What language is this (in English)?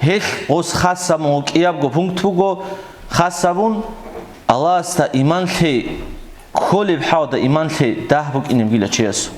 Avaric